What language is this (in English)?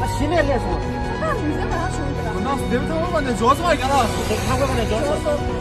Tibetan